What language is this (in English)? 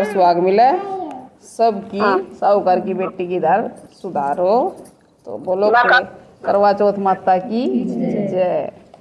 Haryanvi